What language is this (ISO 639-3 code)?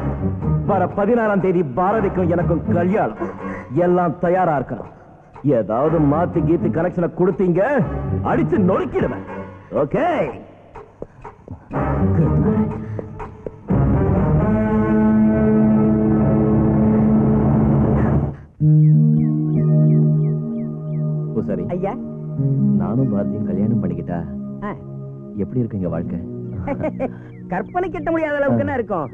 tam